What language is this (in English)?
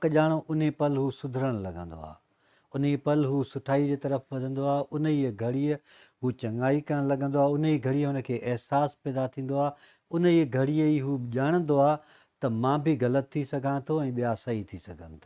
Sindhi